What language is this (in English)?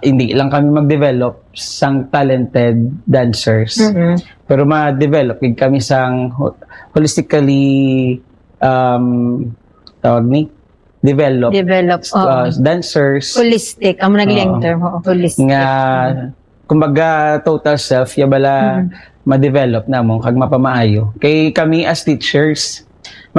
Hiligaynon